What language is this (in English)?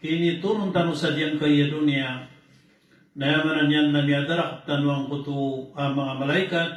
Maranao